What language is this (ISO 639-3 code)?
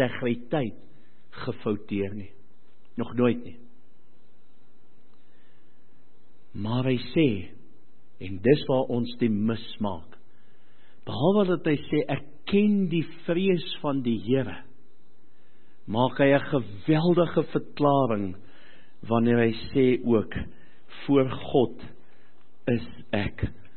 afr